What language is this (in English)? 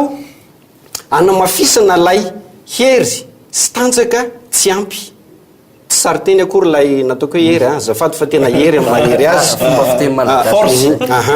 Malagasy